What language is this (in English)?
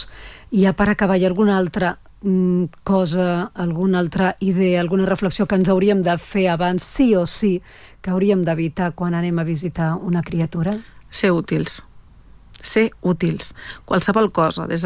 Catalan